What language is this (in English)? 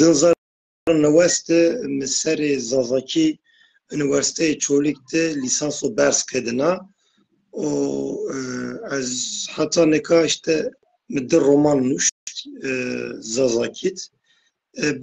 Zaza